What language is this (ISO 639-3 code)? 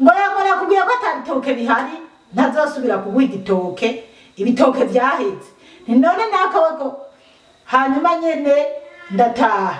run